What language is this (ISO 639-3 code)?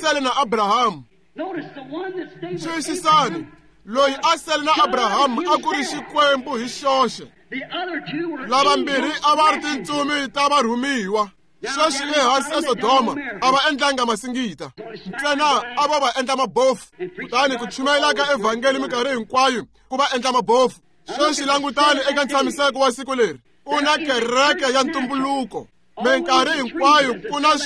tso